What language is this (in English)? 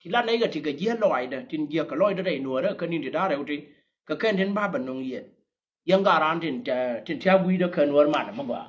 Nuer